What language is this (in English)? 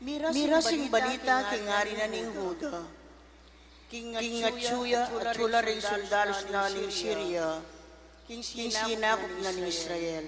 Pampanga